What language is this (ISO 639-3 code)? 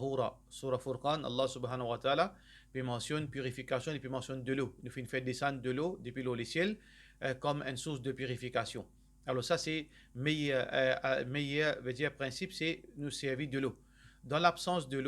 mfe